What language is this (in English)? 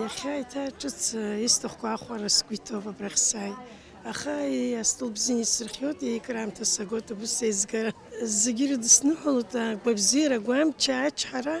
Abkhazian